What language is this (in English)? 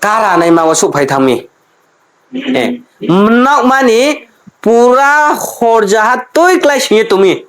Riang (India)